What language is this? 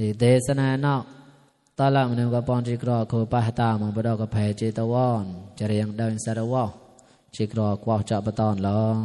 Mon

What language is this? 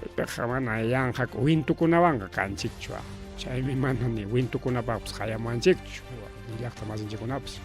Ayacucho Quechua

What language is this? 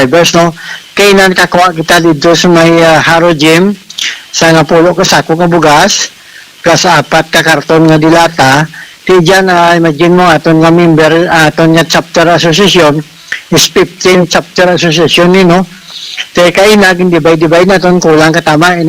Hiligaynon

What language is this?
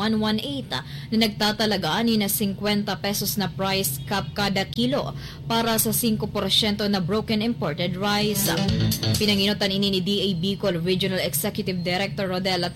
Bikol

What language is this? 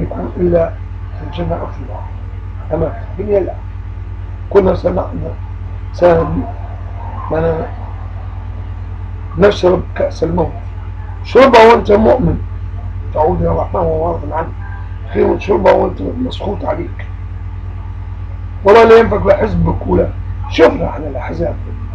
Arabic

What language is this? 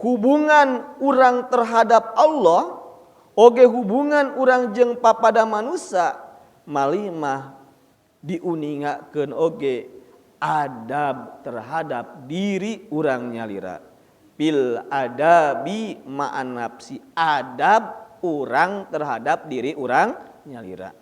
Sundanese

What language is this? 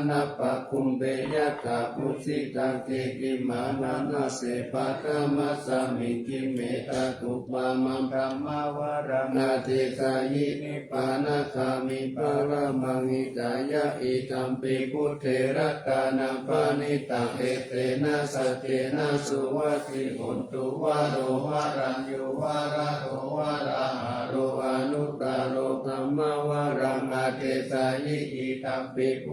Pali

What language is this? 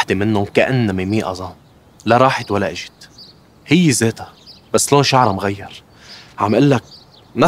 North Levantine Arabic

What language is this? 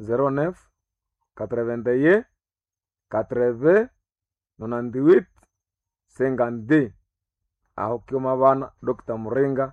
Nande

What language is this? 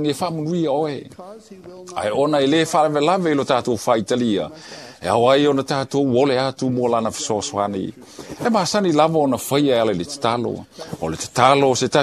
Samoan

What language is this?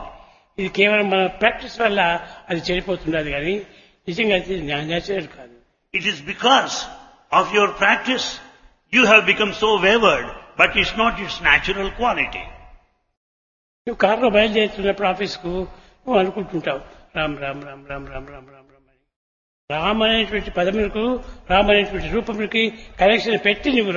Telugu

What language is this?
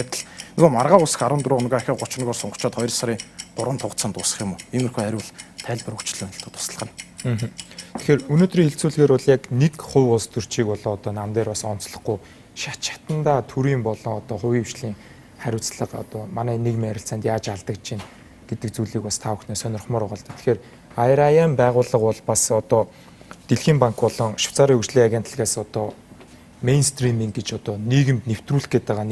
Mongolian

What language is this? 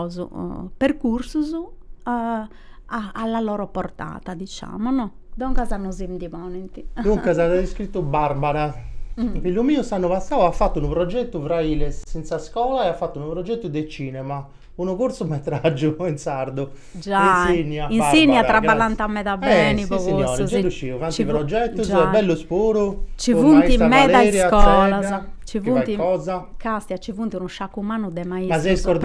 Sardinian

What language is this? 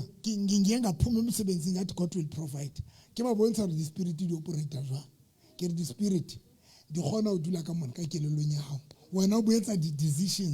Southern Sotho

